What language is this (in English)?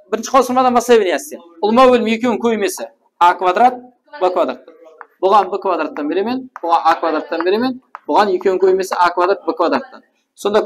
Kara-Kalpak